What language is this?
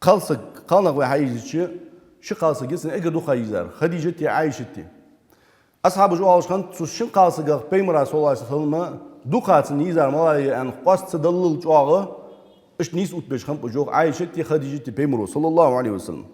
Ingush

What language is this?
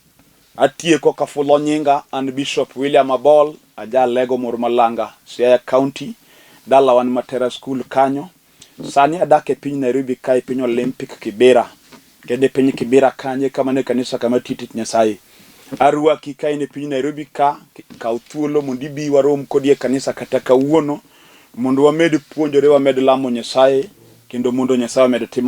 Luo (Kenya and Tanzania)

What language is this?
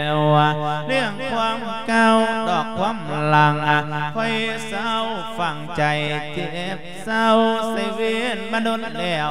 Lao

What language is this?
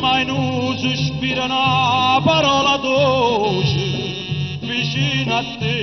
Neapolitan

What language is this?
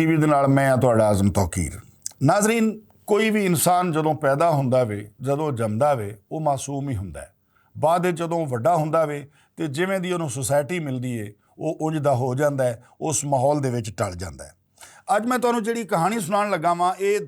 Western Panjabi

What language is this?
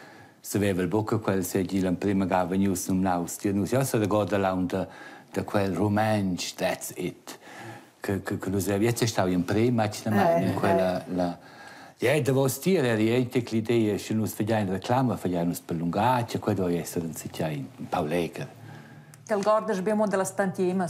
Romansh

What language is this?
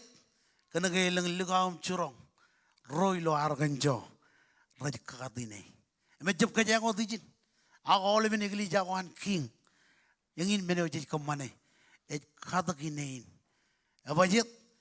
Marshallese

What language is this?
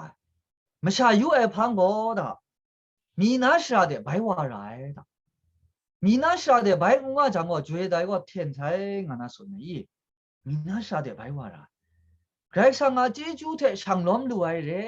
Kachin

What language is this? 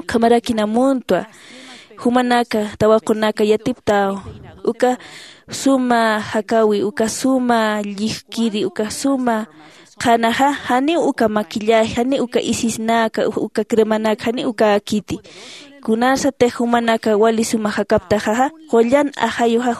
Aymara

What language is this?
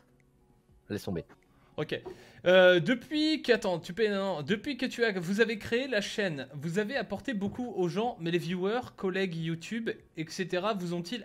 French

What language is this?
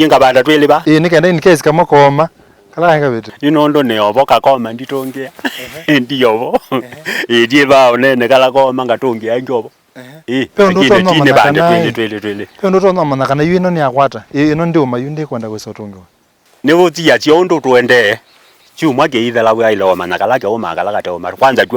Kamba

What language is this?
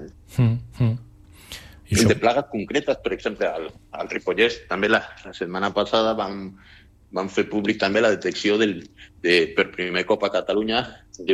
Catalan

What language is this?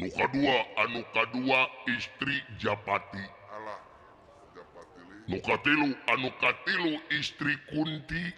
Sundanese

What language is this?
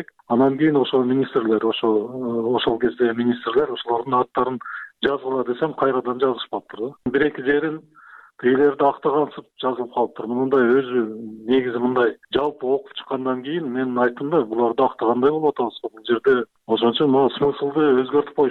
Kyrgyz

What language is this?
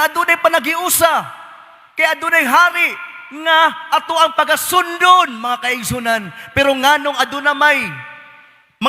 Cebuano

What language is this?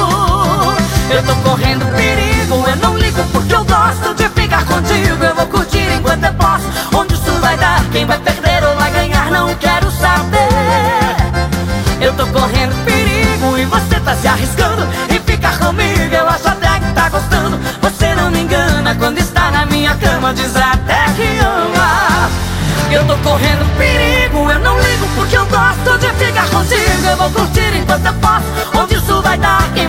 Portuguese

